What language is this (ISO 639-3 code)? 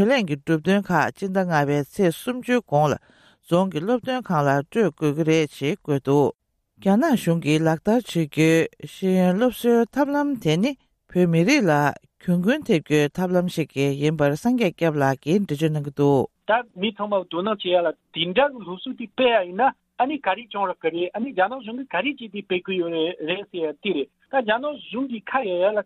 bod